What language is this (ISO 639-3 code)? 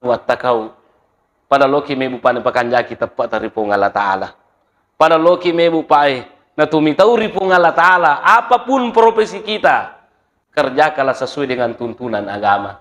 bug